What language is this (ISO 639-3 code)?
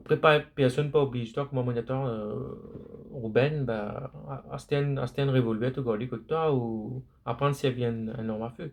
mfe